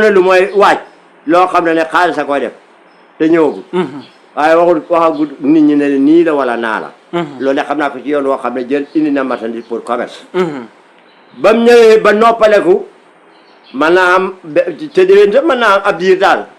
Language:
Wolof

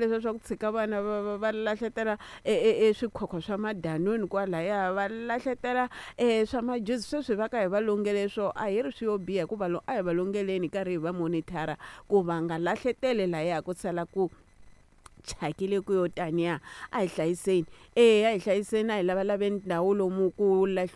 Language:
Tsonga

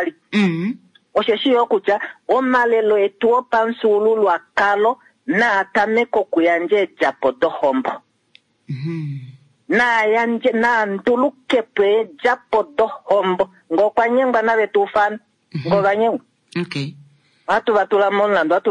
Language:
Kuanyama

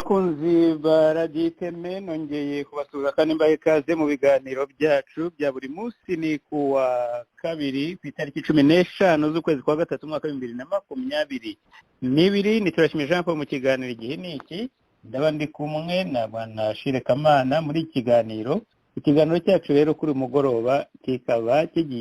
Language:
Kinyarwanda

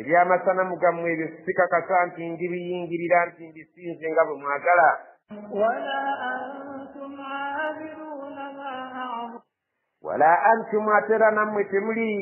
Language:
Ganda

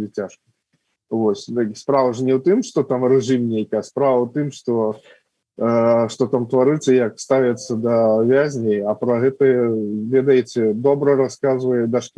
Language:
Belarusian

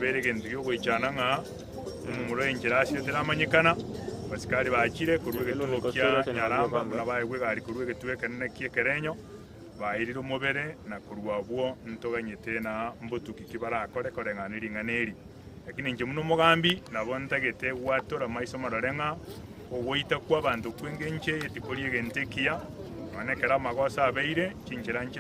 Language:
Gusii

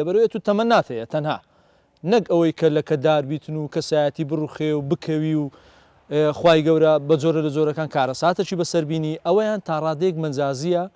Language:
Central Kurdish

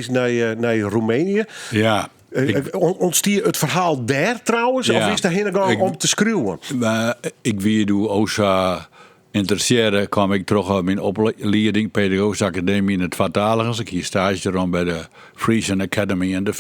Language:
Western Frisian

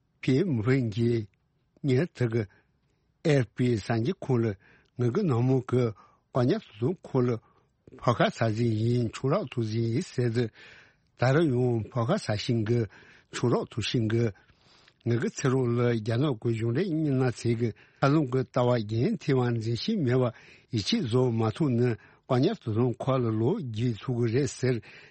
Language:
Tibetan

